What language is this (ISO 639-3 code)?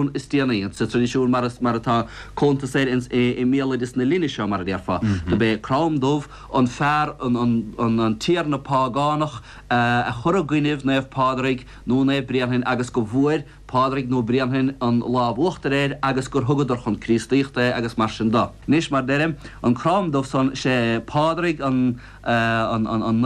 gle